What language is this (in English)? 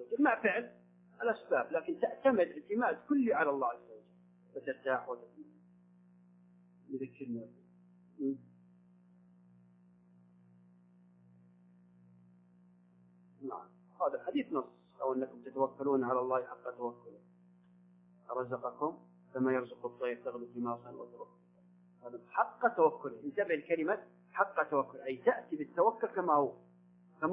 Arabic